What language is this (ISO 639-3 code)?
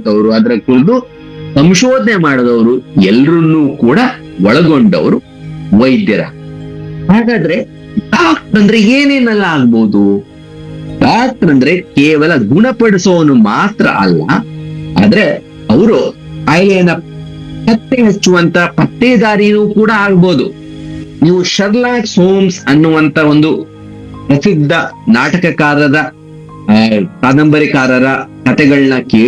kan